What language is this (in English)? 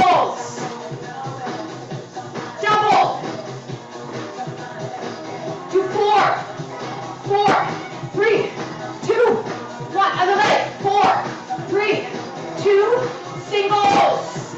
English